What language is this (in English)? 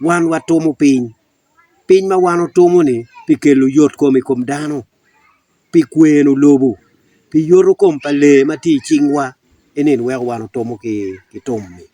Acoli